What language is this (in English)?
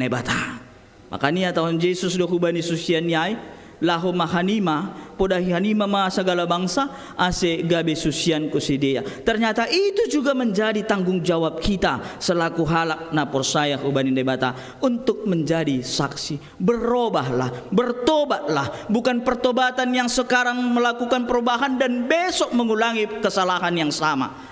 Batak Simalungun